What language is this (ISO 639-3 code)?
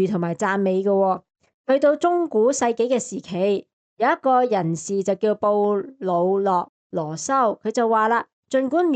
yue